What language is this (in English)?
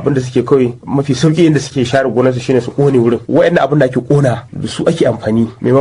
Hausa